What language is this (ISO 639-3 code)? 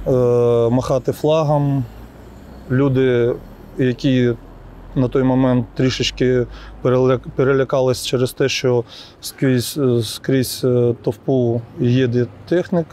ukr